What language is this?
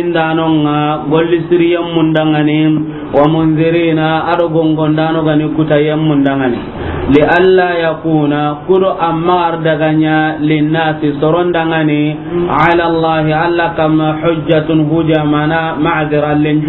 Soninke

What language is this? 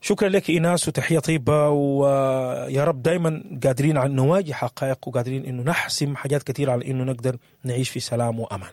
Sudanese Arabic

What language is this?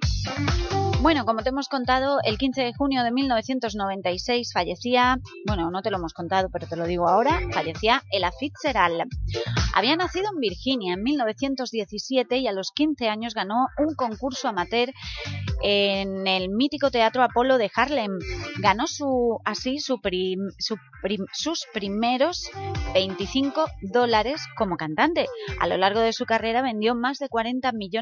Spanish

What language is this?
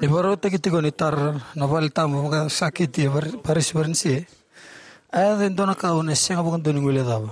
Fijian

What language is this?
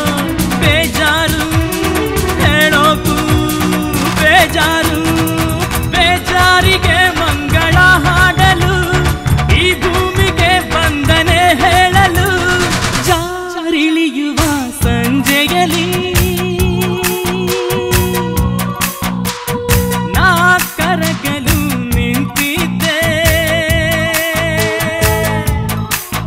Kannada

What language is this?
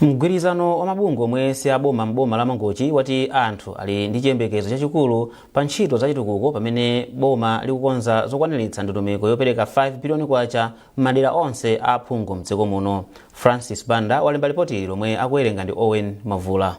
Nyanja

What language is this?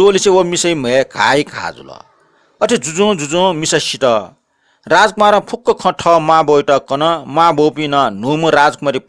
Newari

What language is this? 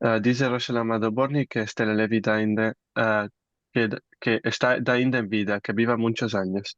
Ladino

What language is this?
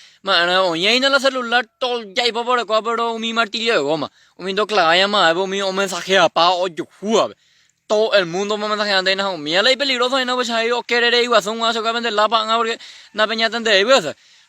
Guarani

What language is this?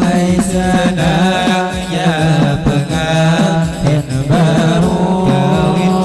Banjar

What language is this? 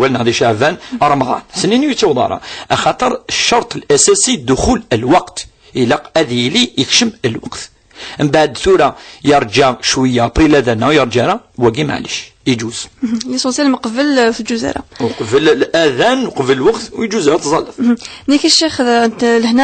Kabyle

